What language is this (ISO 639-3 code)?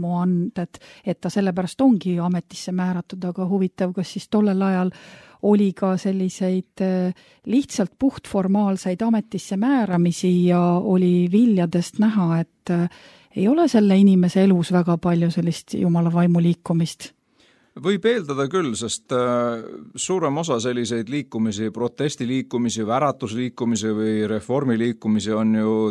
est